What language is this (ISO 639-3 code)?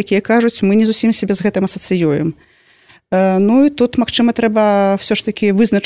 bel